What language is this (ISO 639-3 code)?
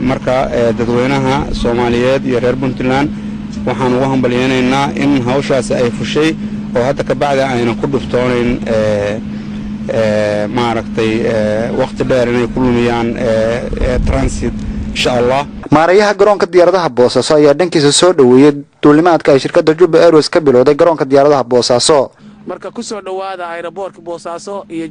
som